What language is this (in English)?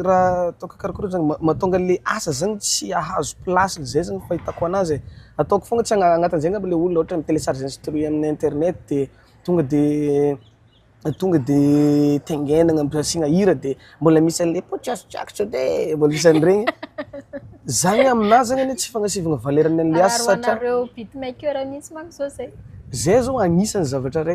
Malagasy